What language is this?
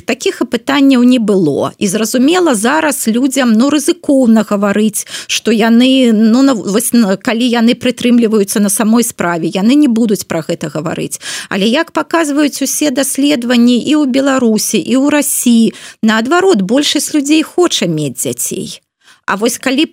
Belarusian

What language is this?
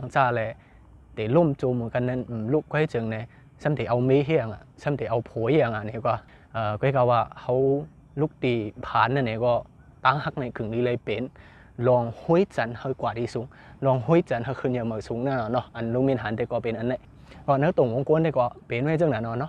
Shan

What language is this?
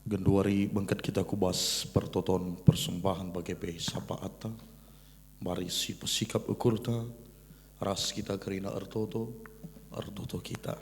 Batak Karo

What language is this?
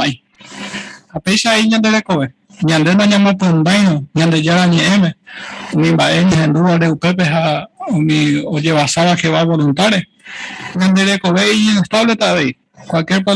Guarani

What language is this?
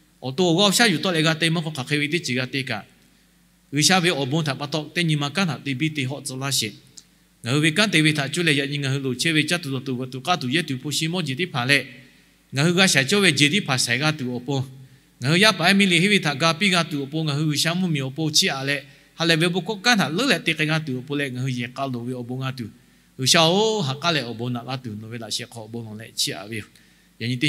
Lahu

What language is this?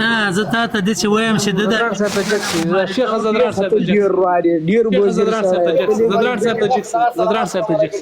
Pashto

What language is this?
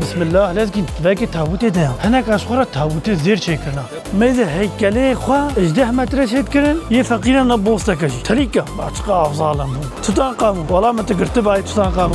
Kurdish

